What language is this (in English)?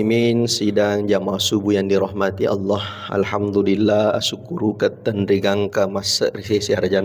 Buginese